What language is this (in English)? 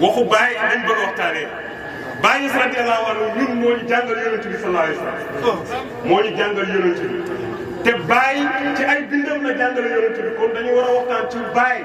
Wolof